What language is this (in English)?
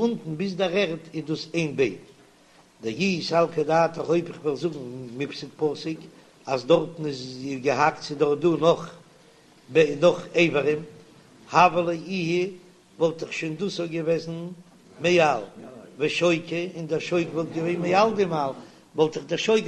Yiddish